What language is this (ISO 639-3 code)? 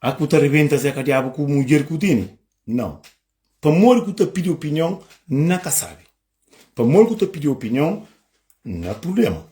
kea